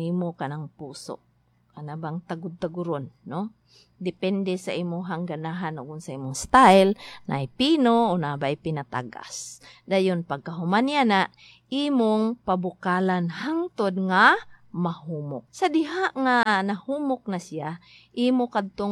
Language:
Cebuano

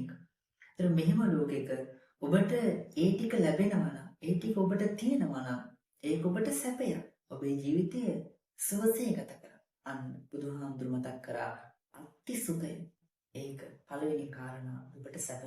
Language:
Sinhala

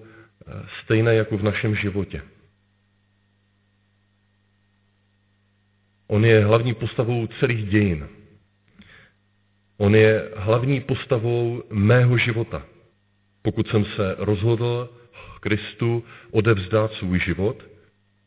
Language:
Czech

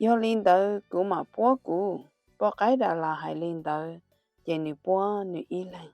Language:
Hmong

